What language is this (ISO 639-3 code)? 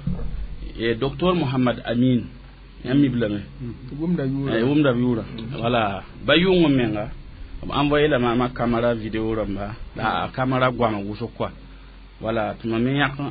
mos